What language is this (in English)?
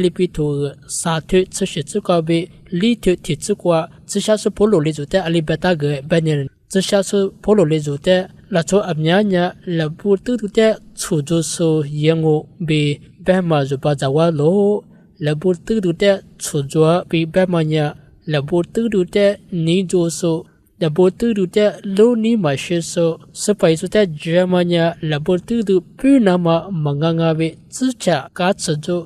Lisu